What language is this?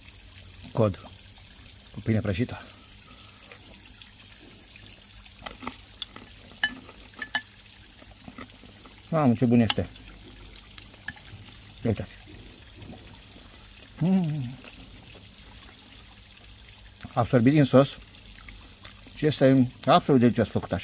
Romanian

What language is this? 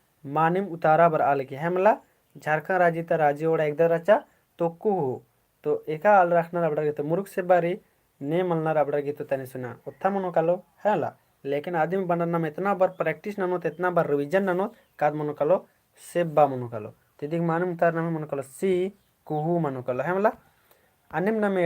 Kurukh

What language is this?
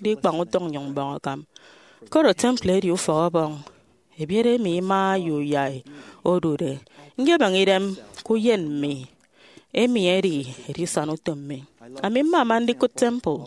Efik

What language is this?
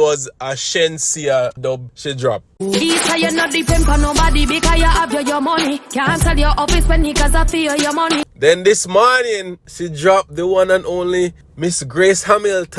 Jamaican Creole English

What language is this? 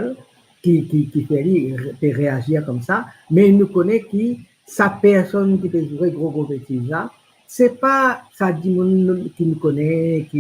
Morisyen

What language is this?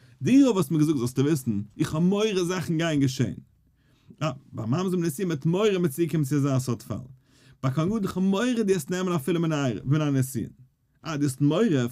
Yiddish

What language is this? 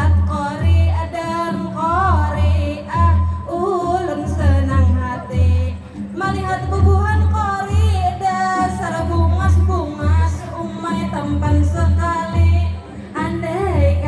Banjar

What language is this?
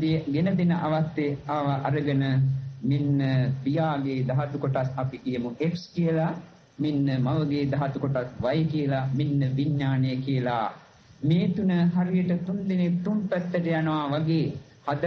Sinhala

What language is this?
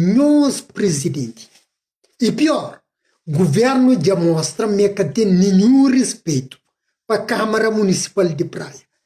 Kabuverdianu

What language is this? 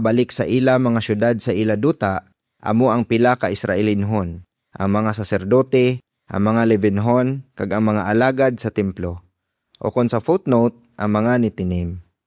Hiligaynon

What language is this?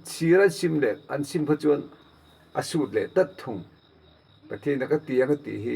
Mizo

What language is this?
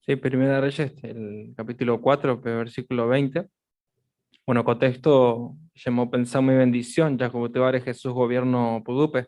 Guarani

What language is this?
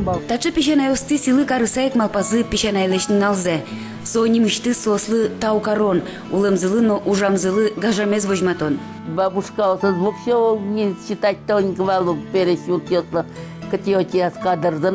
Udmurt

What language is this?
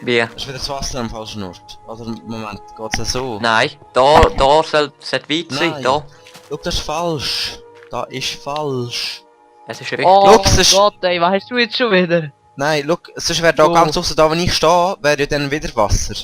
Swiss German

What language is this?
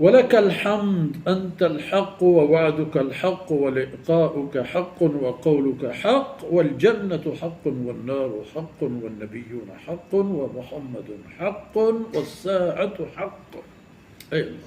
Baluchi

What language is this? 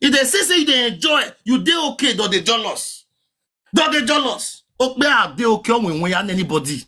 Nigerian Pidgin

